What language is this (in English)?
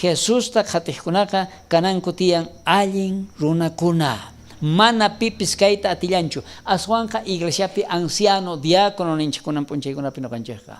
South Bolivian Quechua